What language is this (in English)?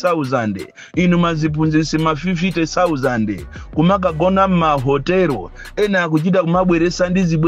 Nyanja